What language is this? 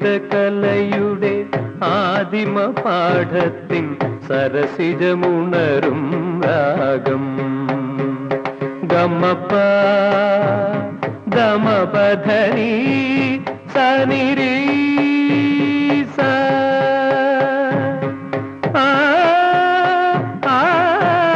Malayalam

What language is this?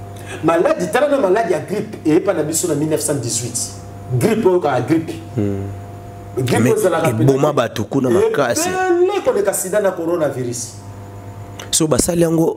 Lingala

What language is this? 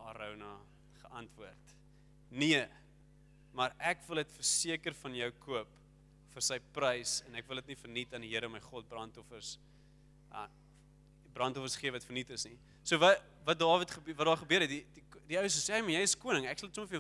Afrikaans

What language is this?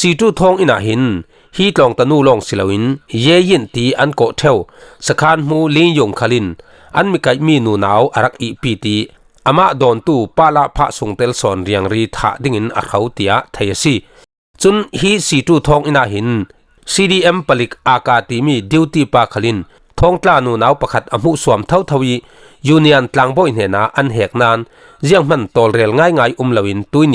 Falam Chin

